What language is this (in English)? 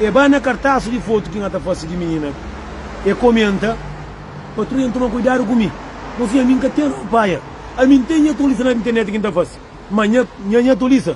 Kabuverdianu